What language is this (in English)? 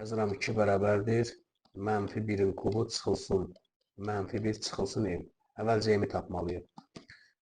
Azerbaijani